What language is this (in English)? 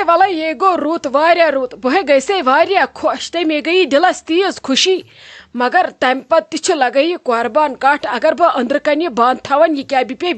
Kashmiri